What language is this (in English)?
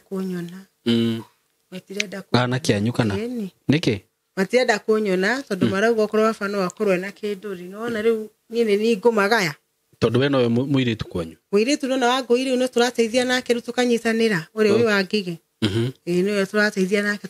Kikuyu